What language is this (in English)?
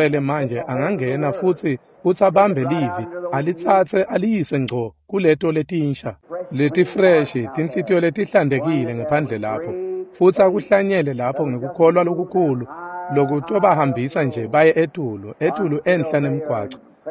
Swati